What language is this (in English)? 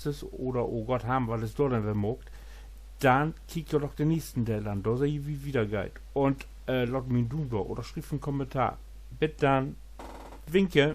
Low German